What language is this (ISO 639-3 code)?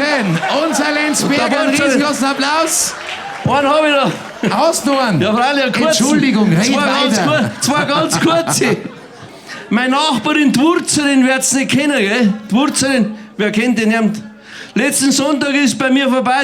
bar